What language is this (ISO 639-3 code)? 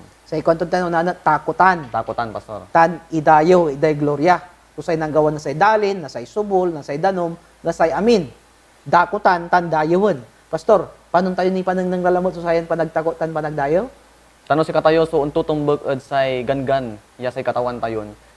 pag